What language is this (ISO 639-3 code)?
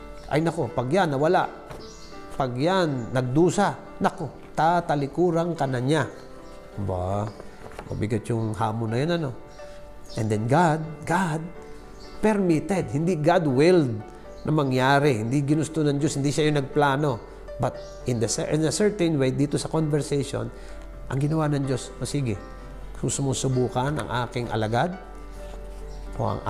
fil